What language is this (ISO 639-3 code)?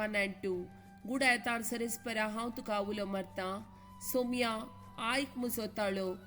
kok